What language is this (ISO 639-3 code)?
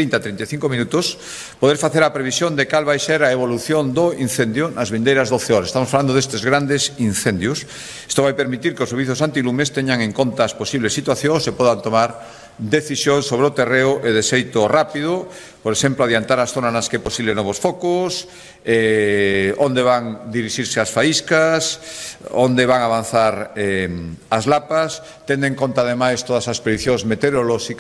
glg